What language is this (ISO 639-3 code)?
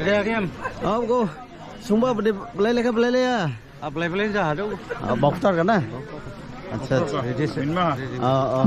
dis